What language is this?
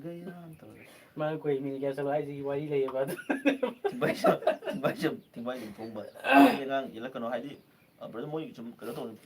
Manipuri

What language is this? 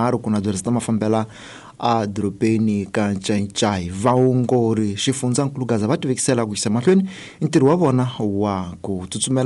Tsonga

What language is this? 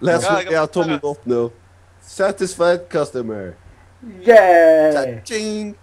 Faroese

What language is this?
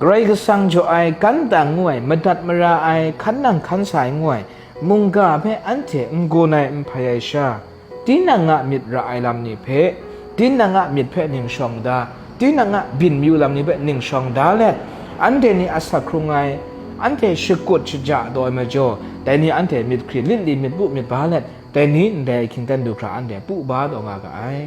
Kachin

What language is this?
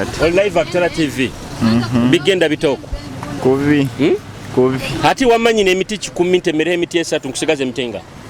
Nyoro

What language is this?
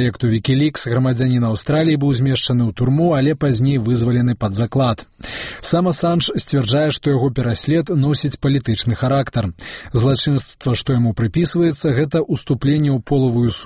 Belarusian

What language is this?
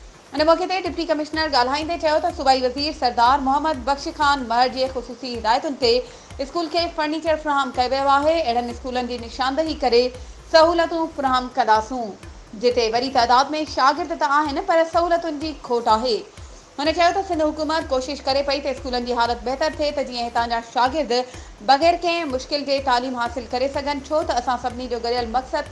Sindhi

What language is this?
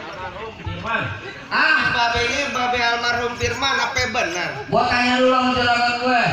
Betawi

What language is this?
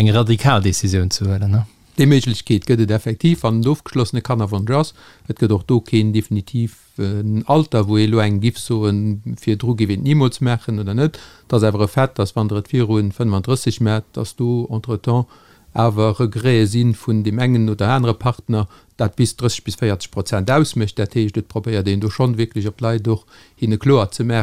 Luxembourgish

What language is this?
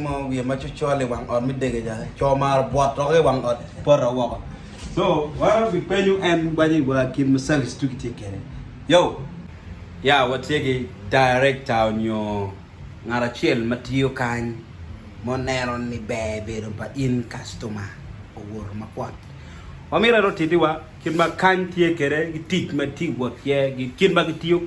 Acoli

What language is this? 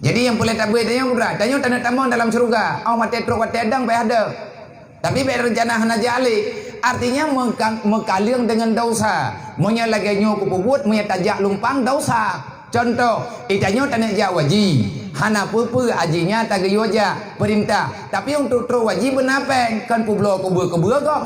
Achinese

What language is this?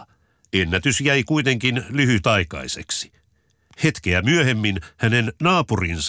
Finnish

